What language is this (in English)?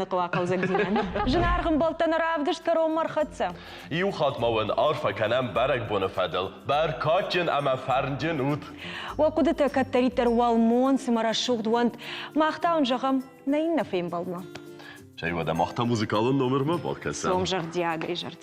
Ossetic